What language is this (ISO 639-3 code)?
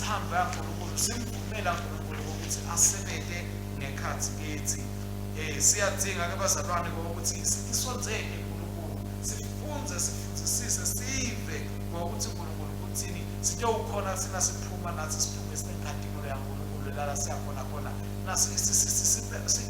ssw